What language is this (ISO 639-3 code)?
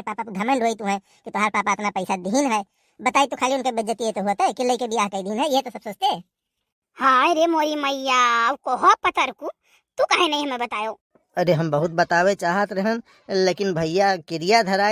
awa